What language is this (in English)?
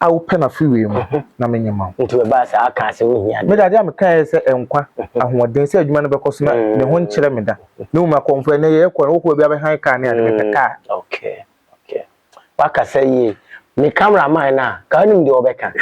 Akan